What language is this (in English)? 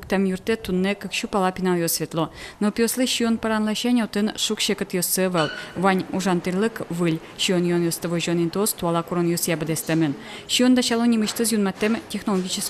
Udmurt